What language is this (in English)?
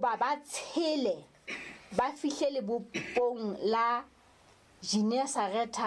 Southern Sotho